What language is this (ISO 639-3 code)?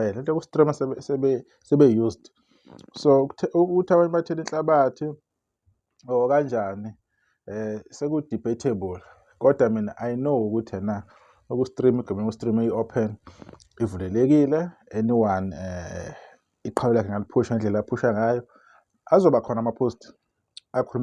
zul